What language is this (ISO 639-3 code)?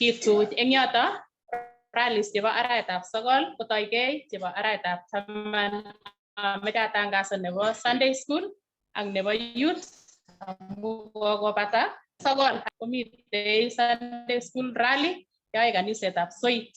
kln